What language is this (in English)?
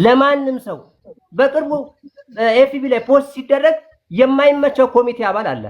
Amharic